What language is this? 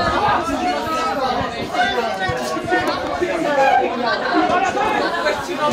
Czech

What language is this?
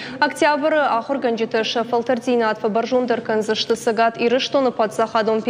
Ossetic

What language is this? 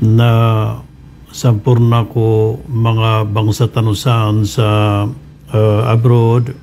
Maranao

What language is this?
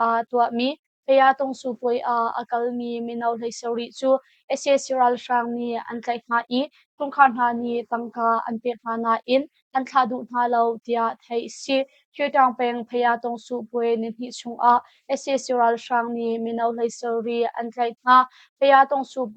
Hakha Chin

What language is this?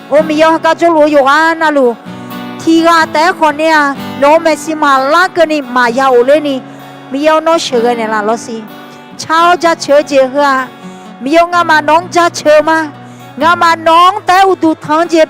Akha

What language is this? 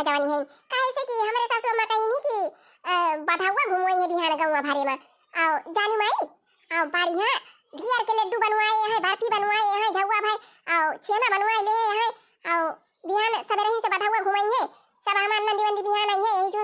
Awadhi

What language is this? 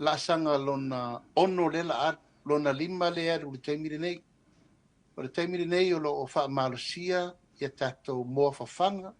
Samoan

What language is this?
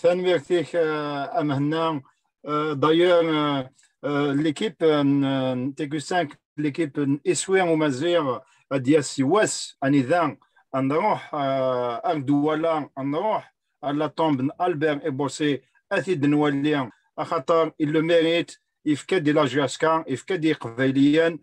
Kabyle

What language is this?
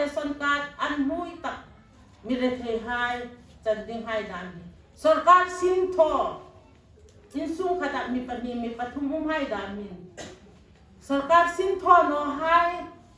Hmar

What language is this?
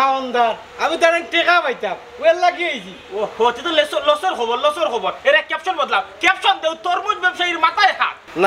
Sylheti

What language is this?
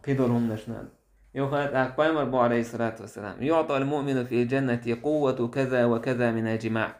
Chechen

